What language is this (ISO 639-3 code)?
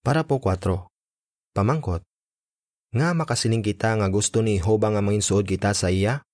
hil